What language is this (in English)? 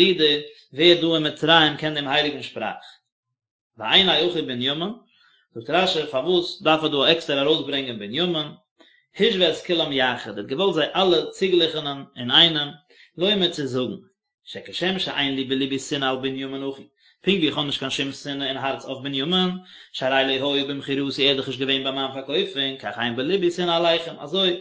Yiddish